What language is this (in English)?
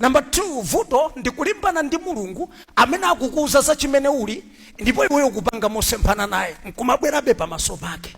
Nyanja